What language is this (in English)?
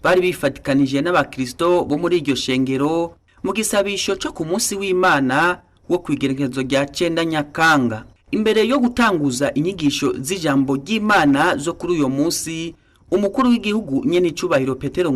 Rundi